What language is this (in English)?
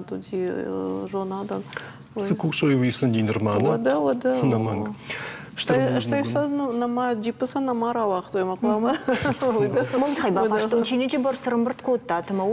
Ossetic